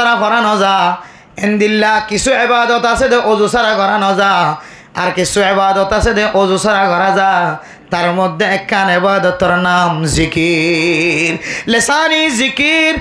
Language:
Rohingya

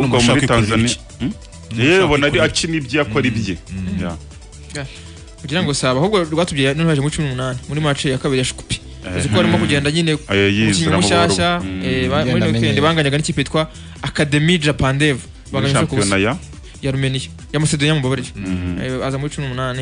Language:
Kinyarwanda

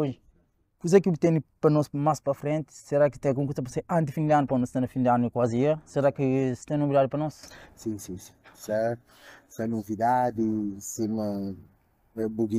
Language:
Kabuverdianu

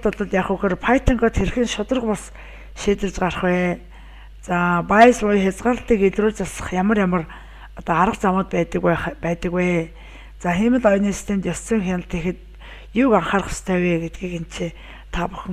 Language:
Mongolian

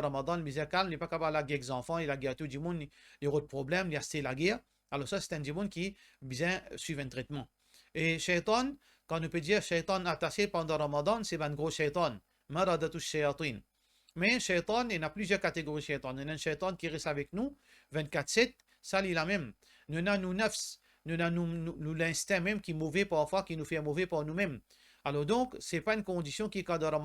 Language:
Morisyen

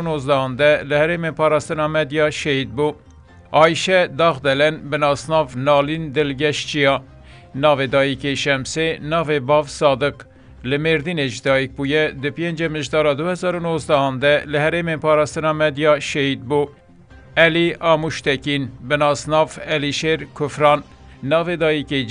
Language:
Kurdish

